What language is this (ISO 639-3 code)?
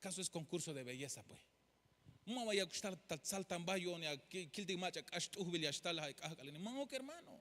tzh